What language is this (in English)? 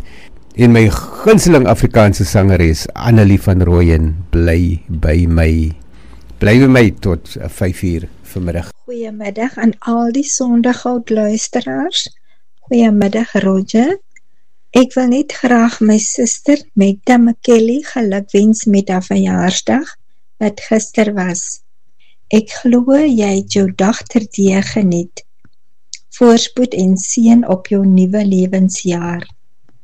Afrikaans